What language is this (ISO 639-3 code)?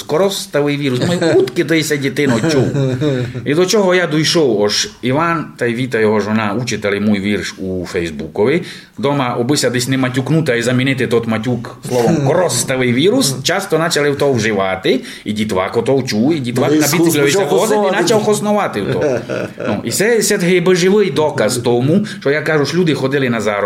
rue